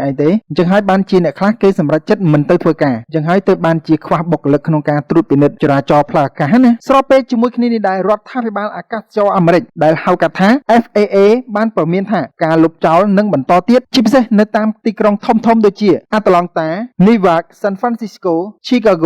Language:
Khmer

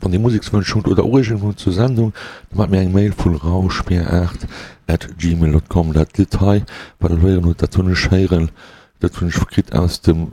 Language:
Luxembourgish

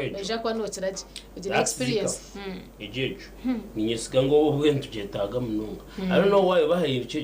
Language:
Nyankole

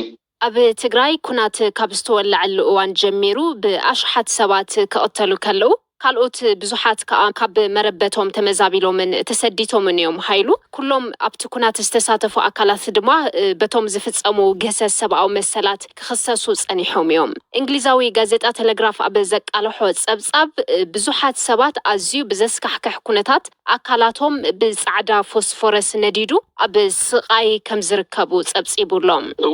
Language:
Tigrinya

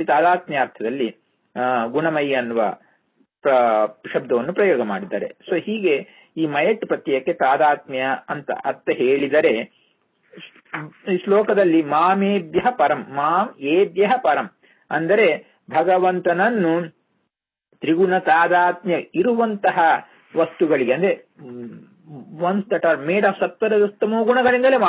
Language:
Kannada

